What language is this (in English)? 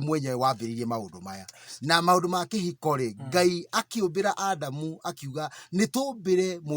Kikuyu